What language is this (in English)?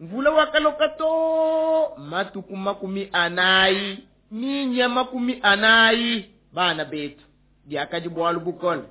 Luba-Lulua